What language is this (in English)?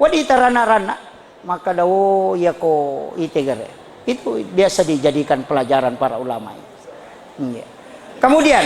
Buginese